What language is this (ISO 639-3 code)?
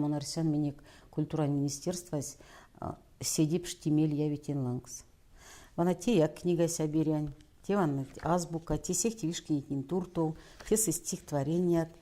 myv